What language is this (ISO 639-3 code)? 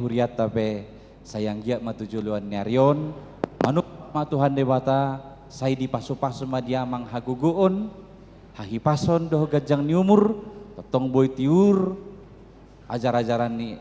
bbc